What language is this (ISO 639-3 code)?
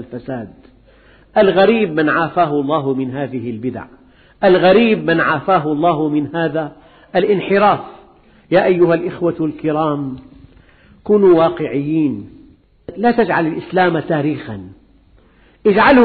ara